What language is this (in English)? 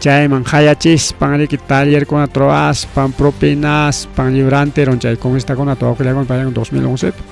Ayacucho Quechua